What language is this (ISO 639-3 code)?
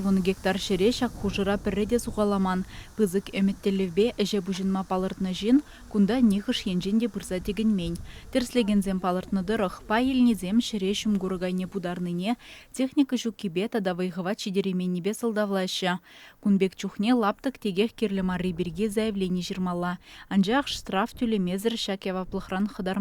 chv